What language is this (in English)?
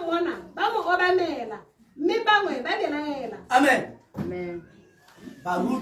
Tswana